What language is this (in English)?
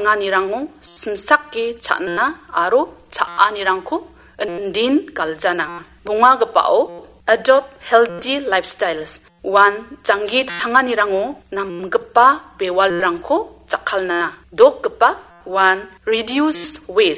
Garo